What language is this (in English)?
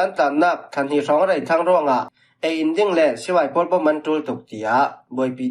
Falam Chin